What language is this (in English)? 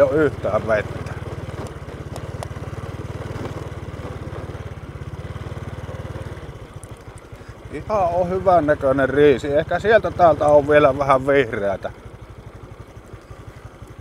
Finnish